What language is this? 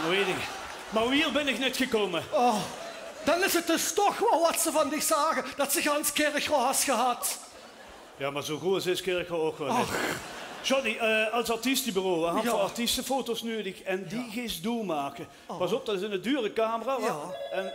Limburgish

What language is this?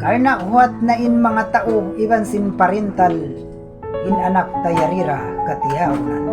Tausug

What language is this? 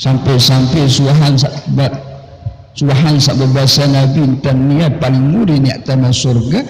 Sasak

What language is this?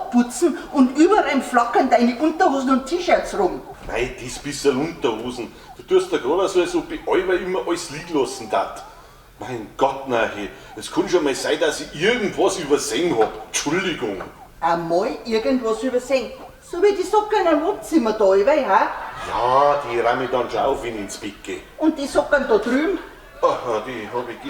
Bavarian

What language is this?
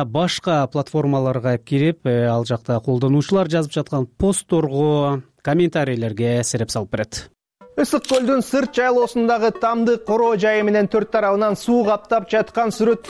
Kyrgyz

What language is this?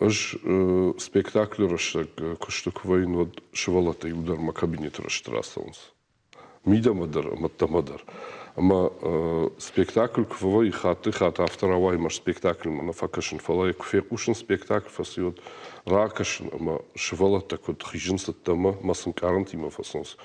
Ossetic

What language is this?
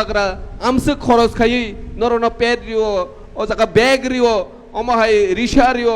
Kok Borok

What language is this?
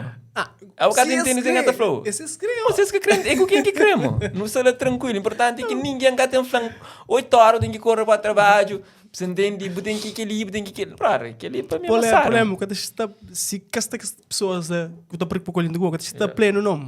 Kabuverdianu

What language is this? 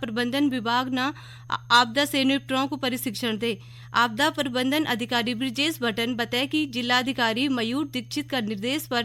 Garhwali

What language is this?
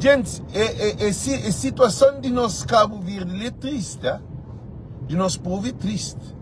Kabuverdianu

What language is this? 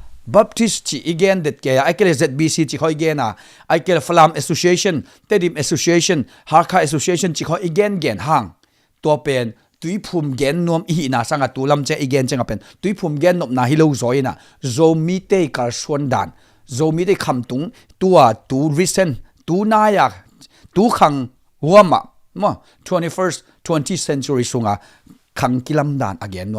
Tedim Chin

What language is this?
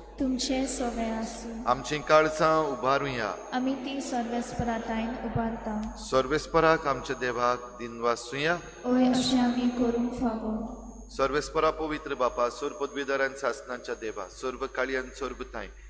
Konkani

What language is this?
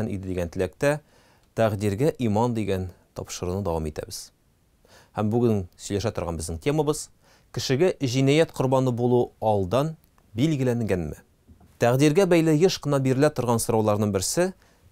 Tatar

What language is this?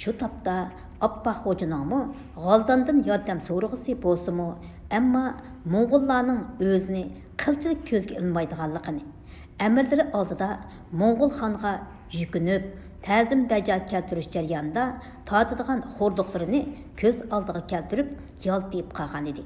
Uyghur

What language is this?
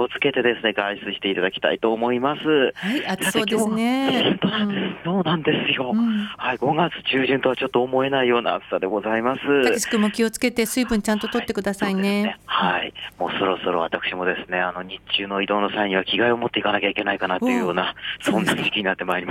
Japanese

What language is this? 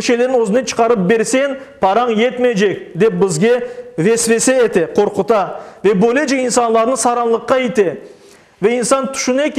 Crimean Tatar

